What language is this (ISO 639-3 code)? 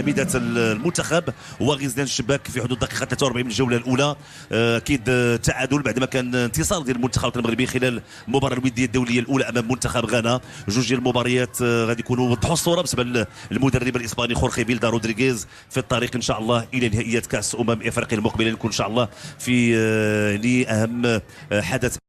ary